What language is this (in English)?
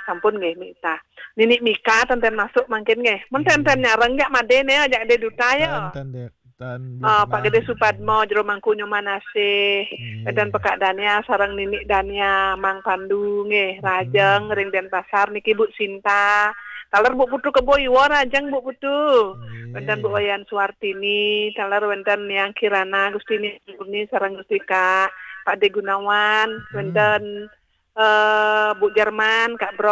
Balinese